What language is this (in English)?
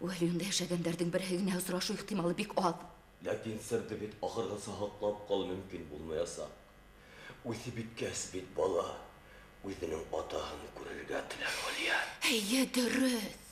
Bashkir